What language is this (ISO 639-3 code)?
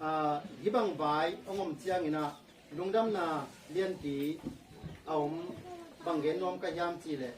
ctd